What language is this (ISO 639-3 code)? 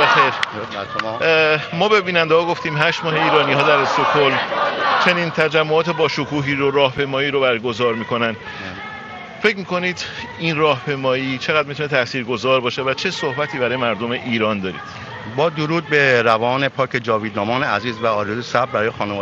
fas